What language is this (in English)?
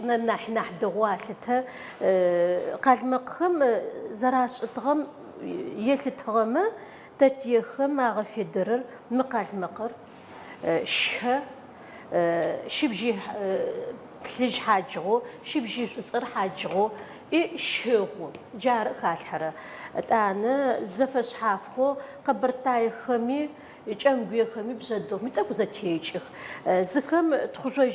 Adyghe